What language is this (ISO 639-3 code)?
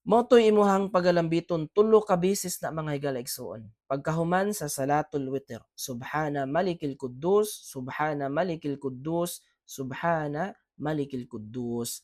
ceb